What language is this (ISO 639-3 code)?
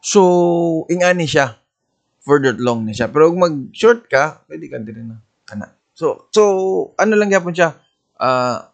ceb